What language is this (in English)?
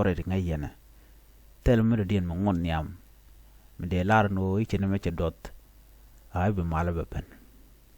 Nuer